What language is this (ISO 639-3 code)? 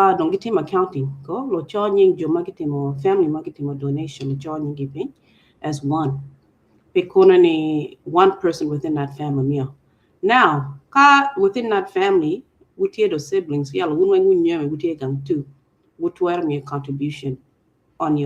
ach